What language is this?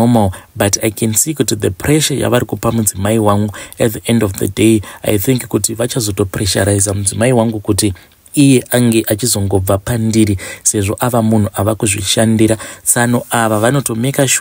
Shona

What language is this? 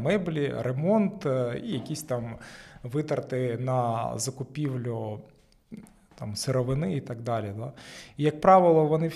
Ukrainian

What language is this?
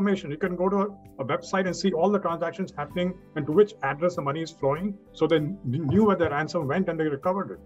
English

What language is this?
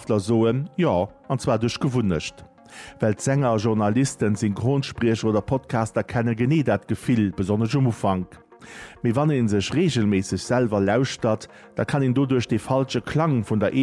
Luxembourgish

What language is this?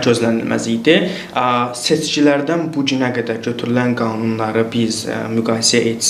Azerbaijani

